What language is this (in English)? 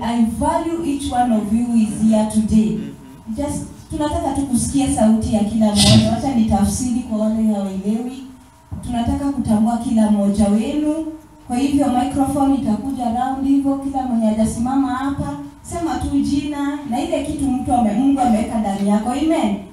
Swahili